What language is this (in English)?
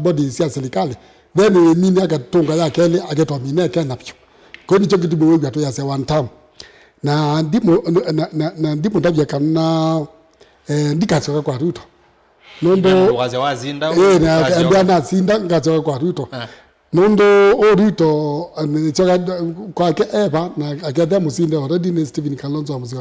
Kamba